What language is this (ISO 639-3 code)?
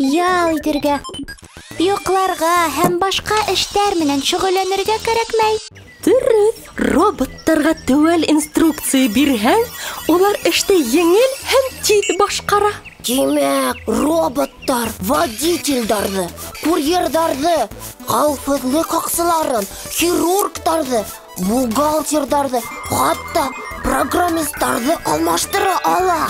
bak